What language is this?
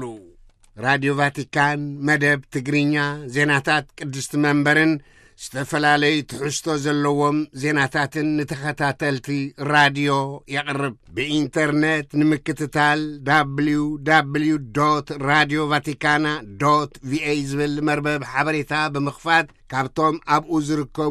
Tigrinya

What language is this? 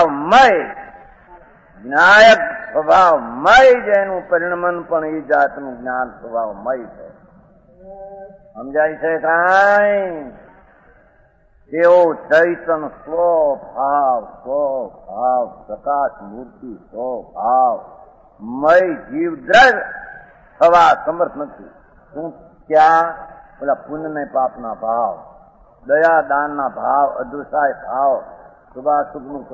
Gujarati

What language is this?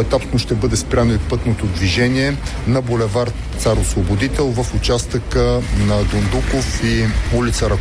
Bulgarian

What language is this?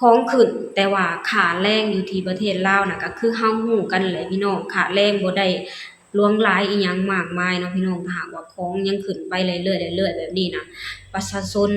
Lao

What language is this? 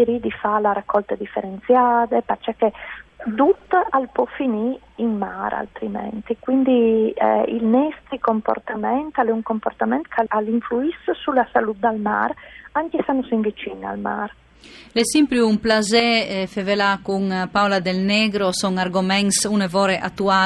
Friulian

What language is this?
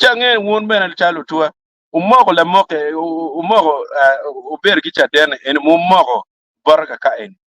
Acoli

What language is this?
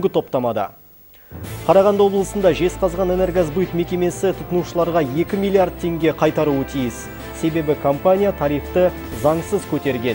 Kazakh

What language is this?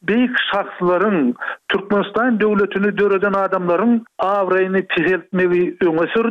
Turkmen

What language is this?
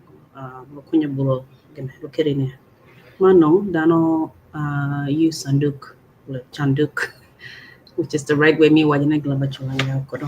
Acoli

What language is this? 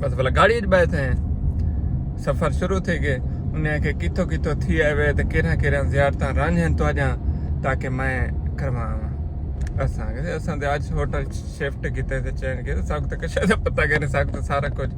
Saraiki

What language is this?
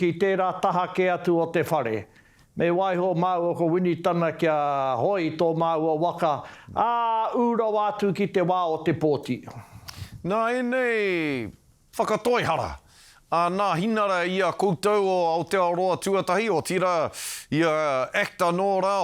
Māori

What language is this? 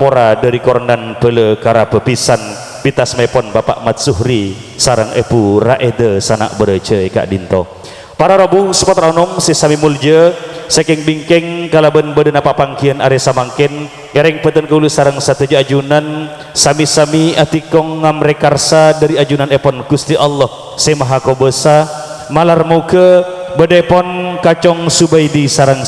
Madurese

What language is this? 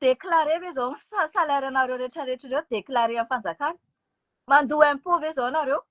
Malagasy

